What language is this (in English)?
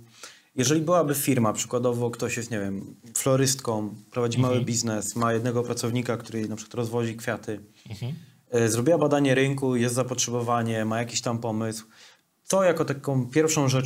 Polish